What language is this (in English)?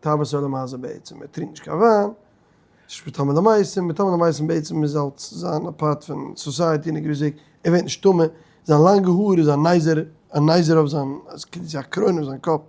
Yiddish